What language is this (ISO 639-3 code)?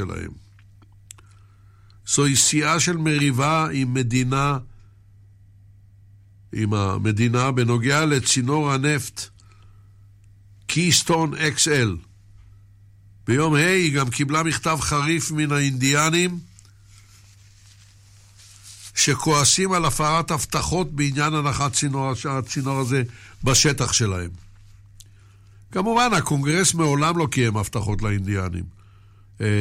heb